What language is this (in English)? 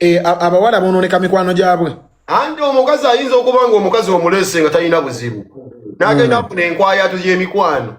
Ganda